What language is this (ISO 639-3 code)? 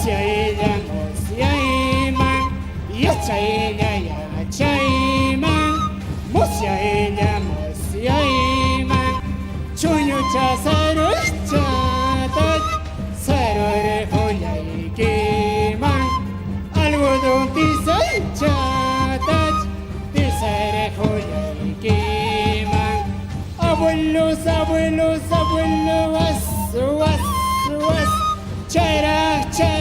quy